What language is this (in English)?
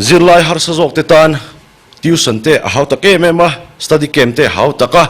Mizo